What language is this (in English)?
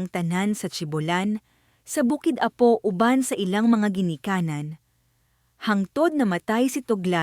Cebuano